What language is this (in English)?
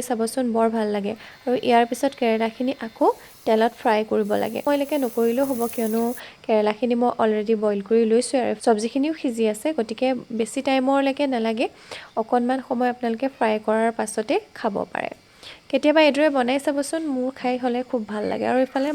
Assamese